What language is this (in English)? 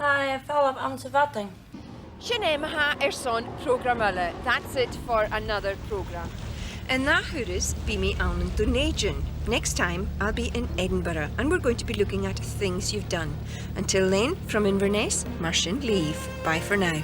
Scottish Gaelic